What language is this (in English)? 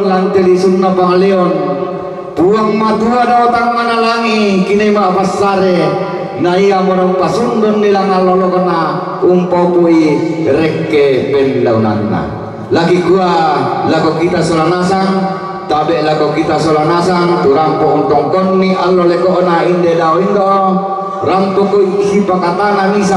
Toraja-Sa'dan